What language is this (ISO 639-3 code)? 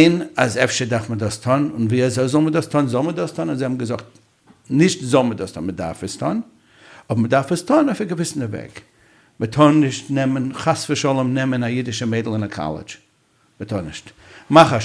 yid